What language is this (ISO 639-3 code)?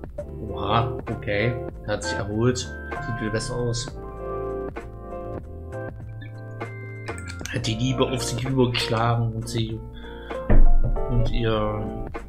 deu